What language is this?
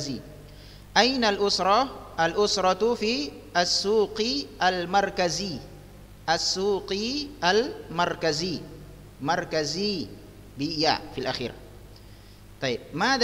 Arabic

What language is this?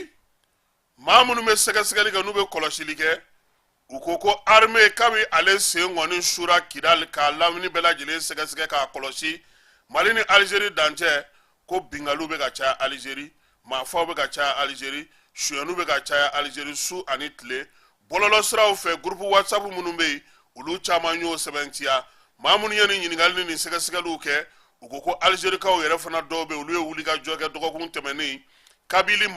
Bambara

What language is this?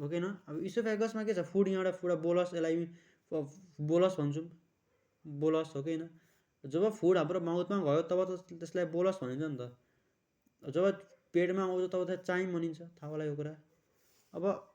Nepali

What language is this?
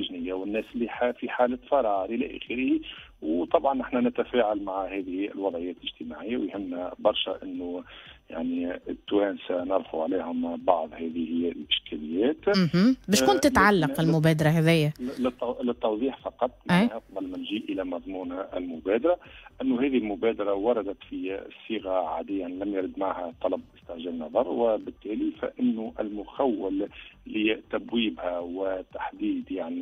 Tunisian Arabic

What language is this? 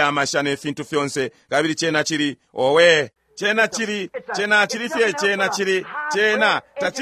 Bemba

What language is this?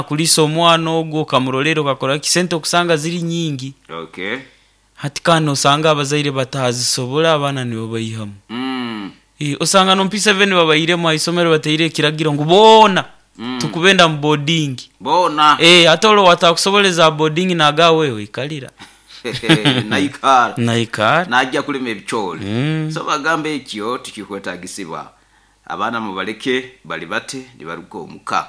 Nyoro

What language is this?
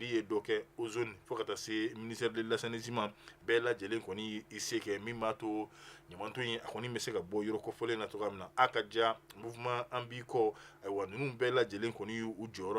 Bambara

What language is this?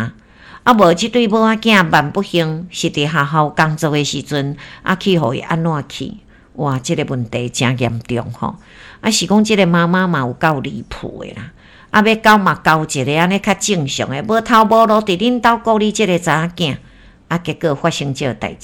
Min Nan Chinese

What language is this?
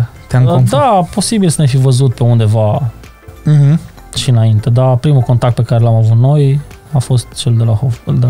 Romanian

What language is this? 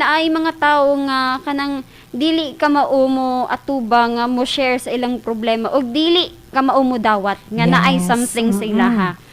Cebuano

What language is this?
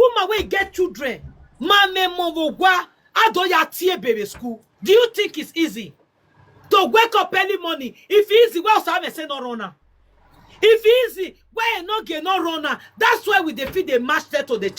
Nigerian Pidgin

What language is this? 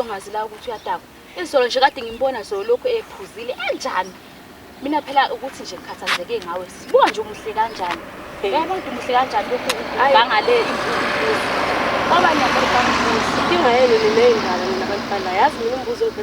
Zulu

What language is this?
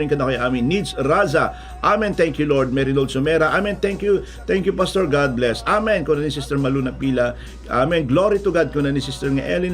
Iloko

